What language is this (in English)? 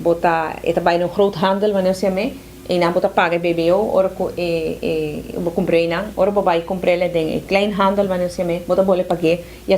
Papiamento